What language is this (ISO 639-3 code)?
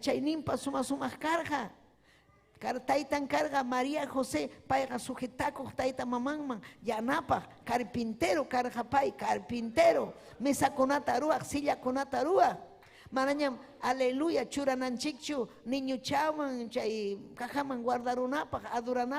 quy